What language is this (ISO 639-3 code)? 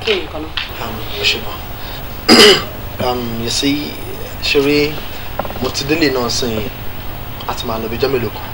yor